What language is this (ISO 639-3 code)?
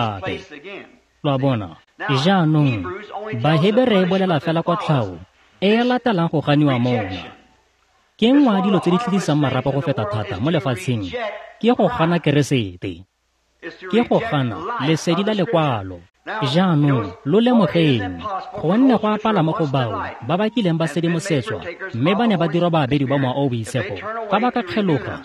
tsn